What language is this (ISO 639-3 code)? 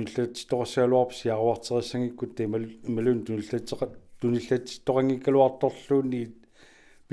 kal